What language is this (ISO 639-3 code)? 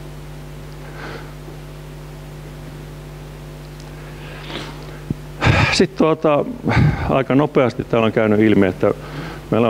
fin